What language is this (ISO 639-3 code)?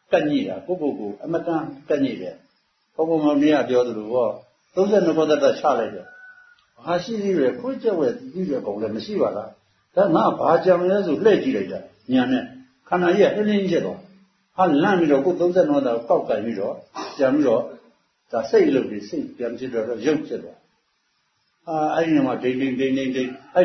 mya